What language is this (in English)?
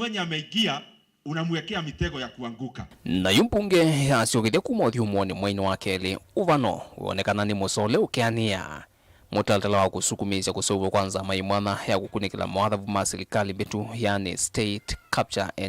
Kamba